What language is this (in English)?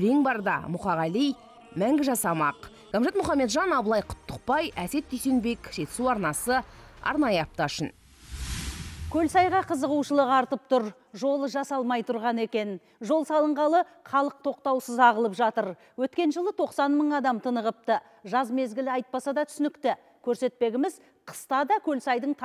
Kazakh